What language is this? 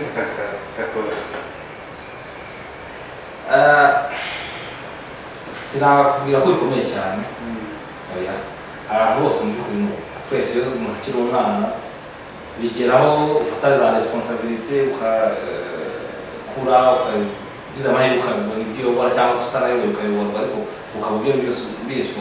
Kinyarwanda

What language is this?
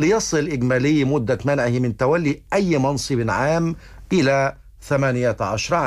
Arabic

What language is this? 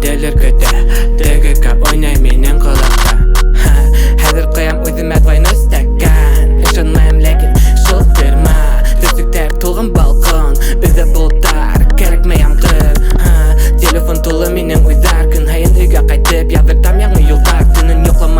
Bashkir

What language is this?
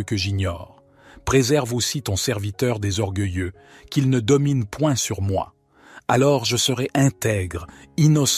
French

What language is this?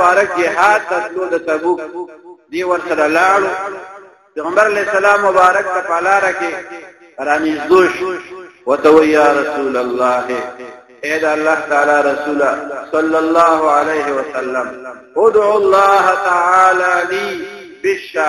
Pashto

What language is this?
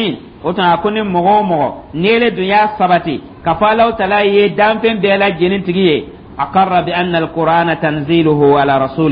Dyula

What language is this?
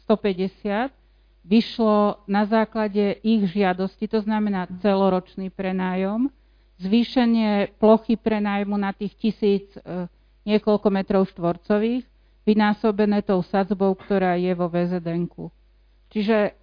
Slovak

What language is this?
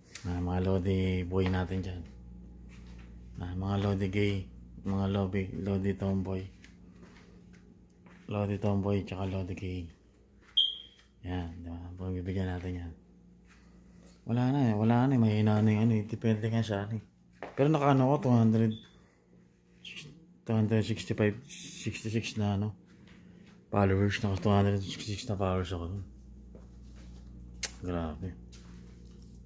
Filipino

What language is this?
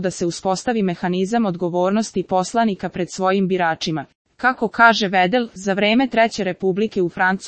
Serbian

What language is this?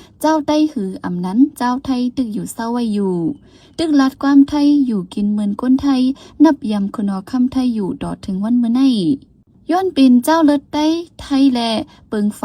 Shan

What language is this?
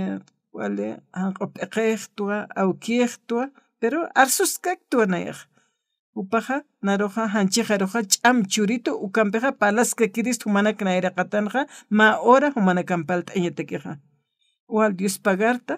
Aymara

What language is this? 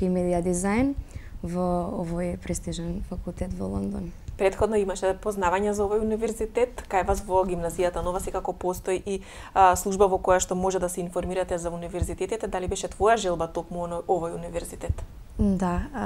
Macedonian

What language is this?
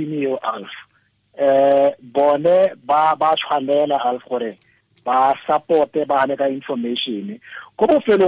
Tswana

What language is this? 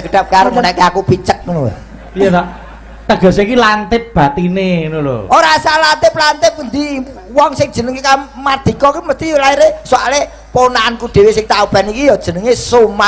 Javanese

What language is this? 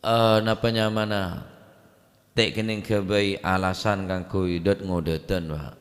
Madurese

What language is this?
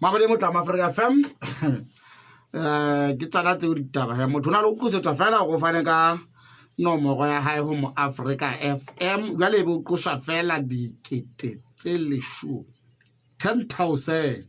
Southern Sotho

